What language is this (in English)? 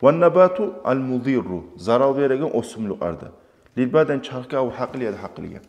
Kumyk